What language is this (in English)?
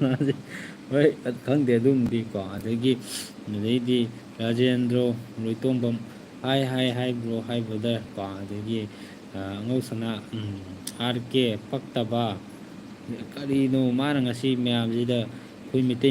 Manipuri